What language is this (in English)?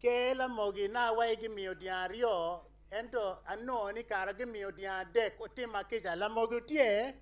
Acoli